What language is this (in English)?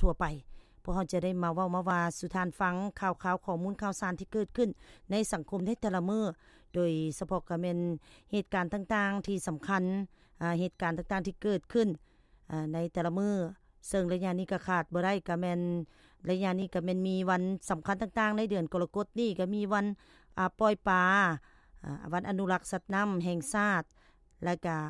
Lao